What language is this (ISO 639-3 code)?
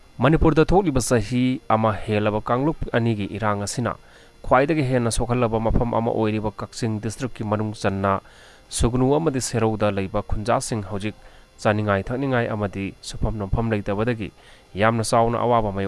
mni